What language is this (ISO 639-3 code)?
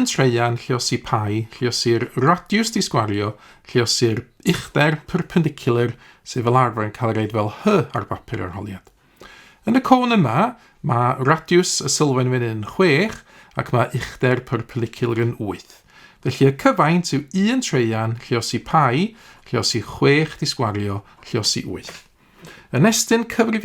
cym